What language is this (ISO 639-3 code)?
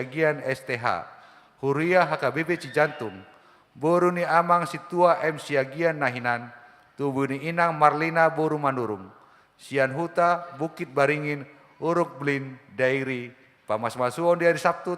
bbc